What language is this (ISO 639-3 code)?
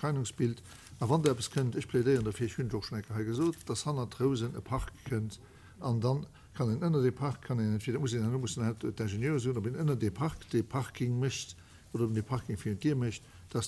ltz